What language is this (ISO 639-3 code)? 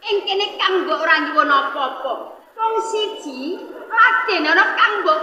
jav